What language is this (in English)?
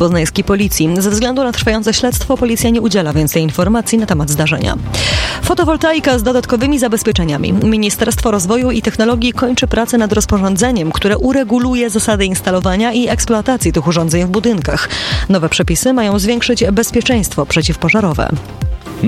Polish